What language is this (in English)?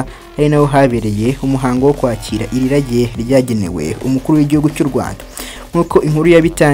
Kinyarwanda